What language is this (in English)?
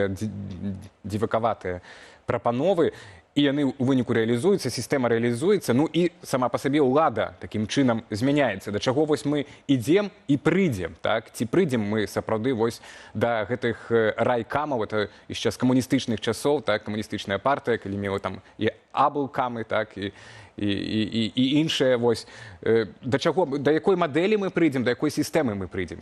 Belarusian